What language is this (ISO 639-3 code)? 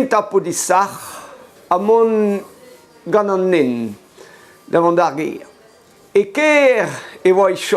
bre